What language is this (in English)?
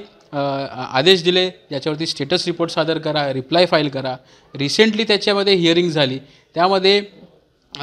Marathi